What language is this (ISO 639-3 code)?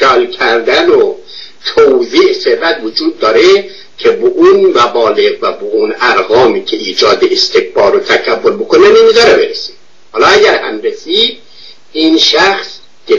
fas